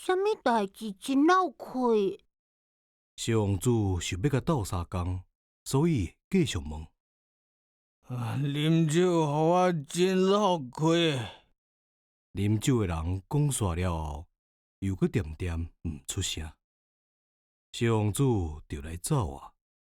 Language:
Min Nan Chinese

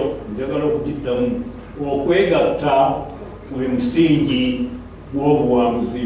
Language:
Ganda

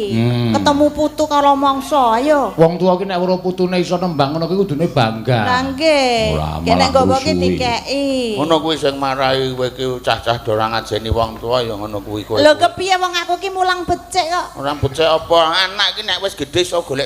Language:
Javanese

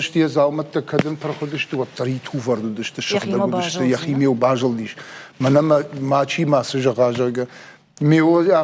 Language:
Ossetic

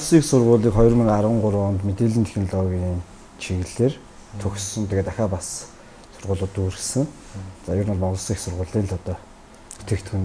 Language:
Mongolian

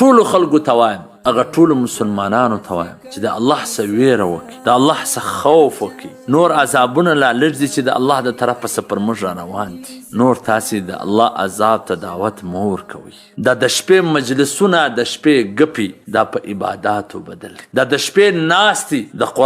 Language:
Pashto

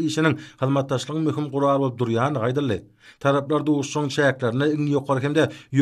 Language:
Turkmen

